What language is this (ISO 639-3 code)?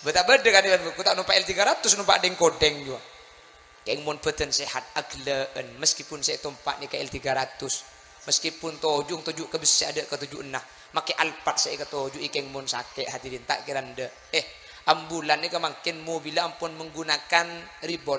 mad